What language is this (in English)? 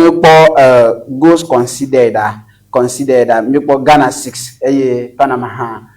Ewe